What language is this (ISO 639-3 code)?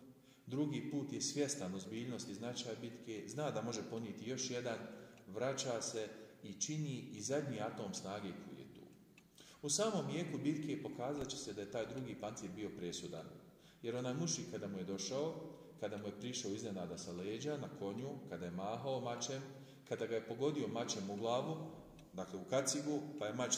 bos